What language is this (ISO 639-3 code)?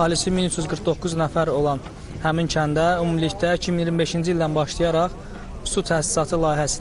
aze